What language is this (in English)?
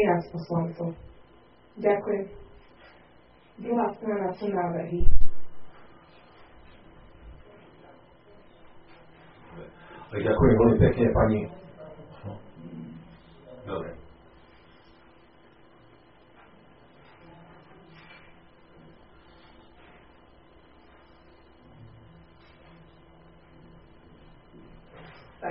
Slovak